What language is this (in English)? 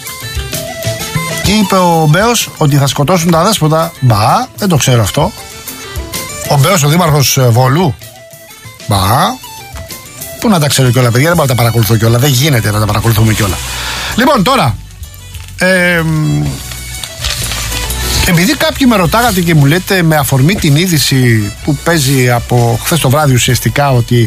Greek